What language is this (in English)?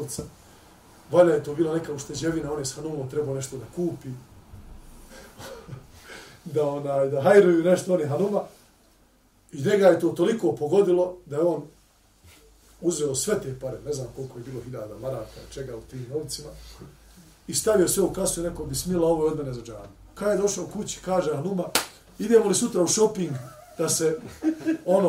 Bosnian